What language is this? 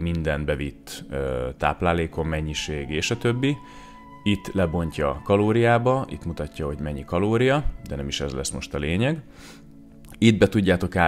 Hungarian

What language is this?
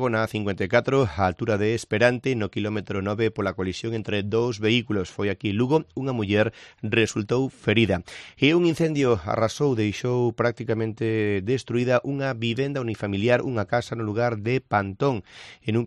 Galician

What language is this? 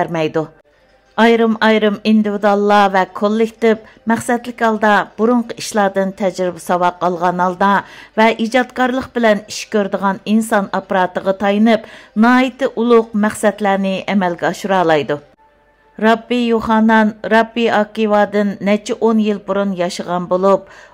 Uyghur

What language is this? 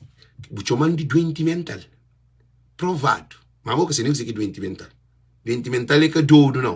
Kabuverdianu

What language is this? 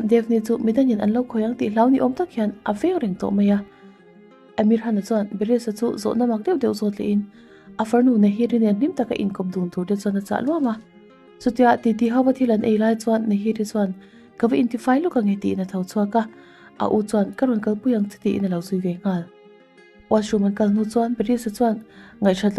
Mizo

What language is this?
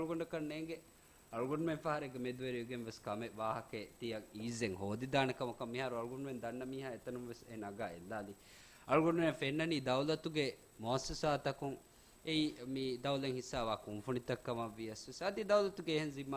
Divehi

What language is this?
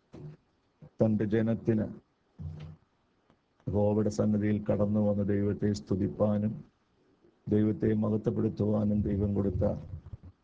Malayalam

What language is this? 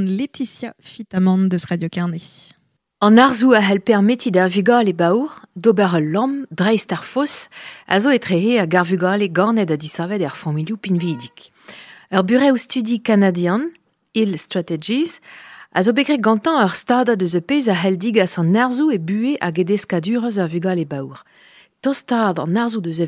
Breton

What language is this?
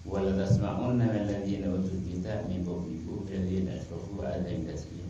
Madurese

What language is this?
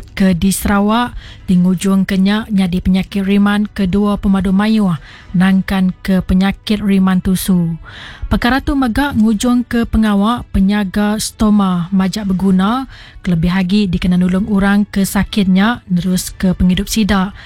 Iban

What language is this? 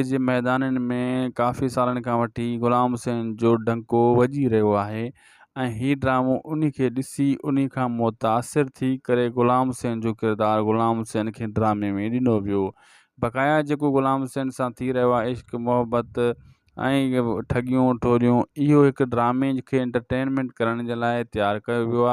Sindhi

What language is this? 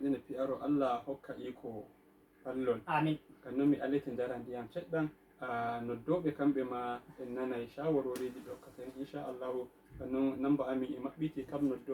Fula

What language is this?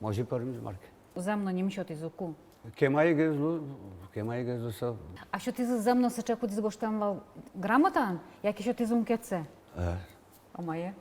Udmurt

